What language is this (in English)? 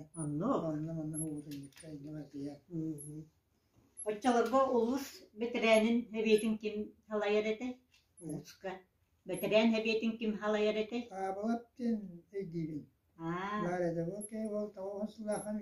Yakut